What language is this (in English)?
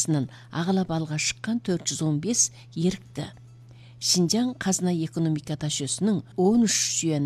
Kazakh